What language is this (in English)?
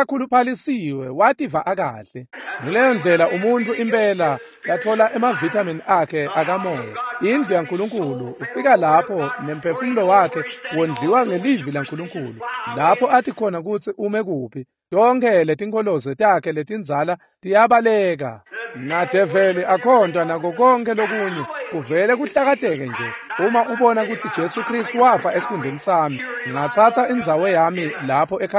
Swati